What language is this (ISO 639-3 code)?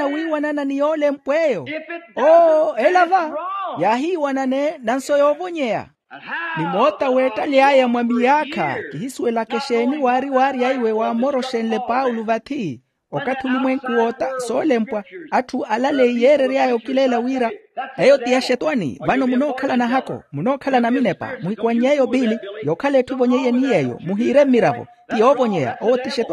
vmw